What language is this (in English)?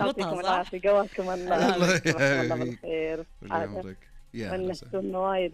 Najdi Arabic